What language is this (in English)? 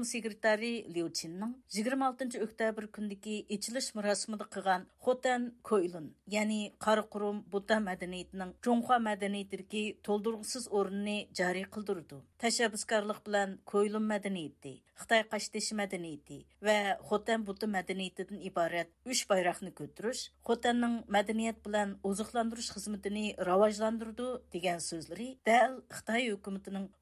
Uyghur